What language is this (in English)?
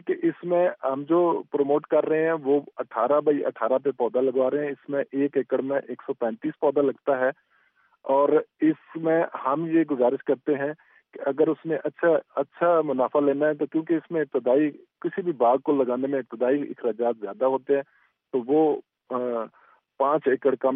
Urdu